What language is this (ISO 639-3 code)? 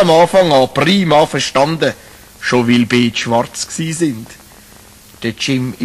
gsw